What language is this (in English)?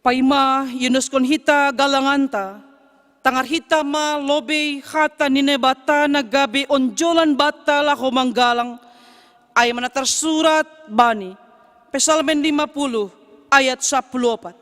Batak Simalungun